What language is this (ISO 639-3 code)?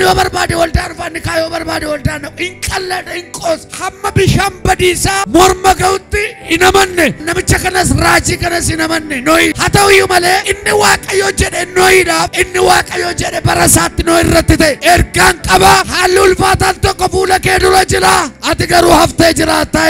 orm